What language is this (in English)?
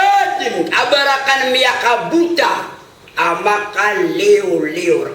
Maranao